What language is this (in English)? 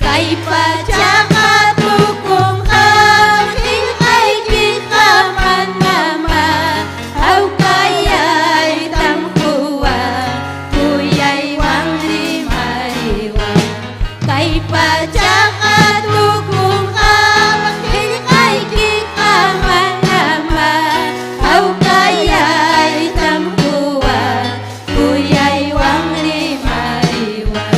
Ayacucho Quechua